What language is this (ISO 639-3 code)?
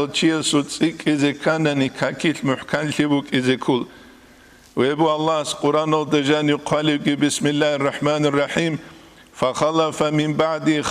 ava